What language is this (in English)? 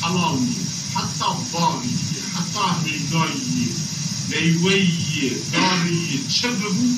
Zaza